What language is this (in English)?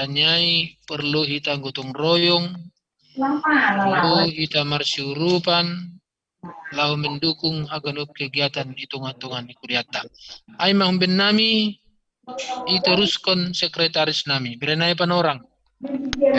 Batak Simalungun